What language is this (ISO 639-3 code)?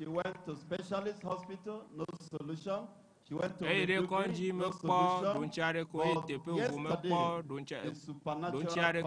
ewe